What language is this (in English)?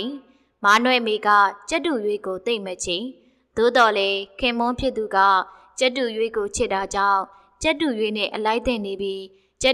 Burmese